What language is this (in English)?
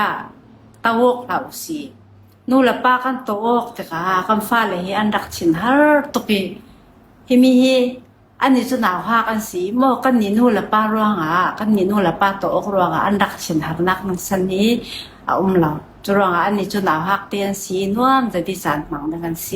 Falam Chin